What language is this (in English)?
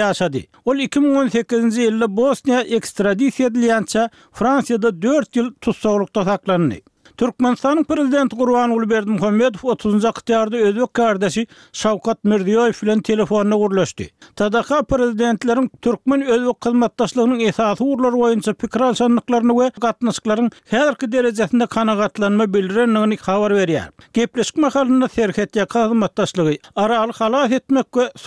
Turkmen